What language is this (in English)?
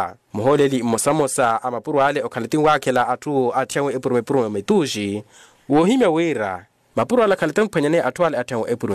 Makhuwa